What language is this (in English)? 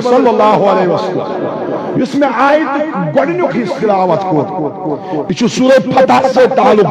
Kashmiri